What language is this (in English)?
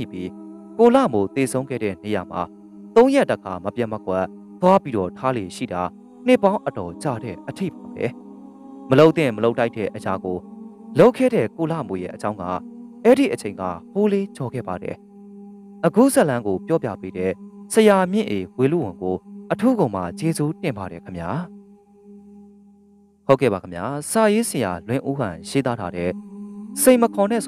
Burmese